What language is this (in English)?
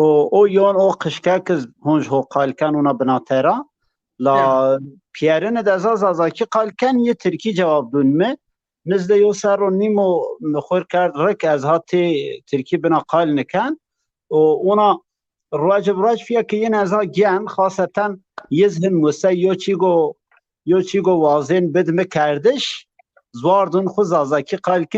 Zaza